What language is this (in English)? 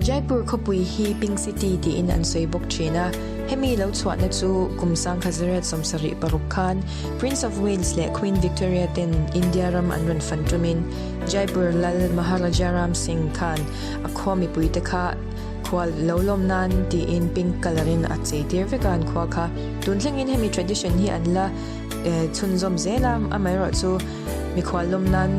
Mizo